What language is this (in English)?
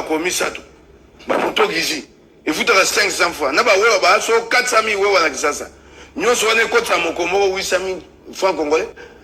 Lingala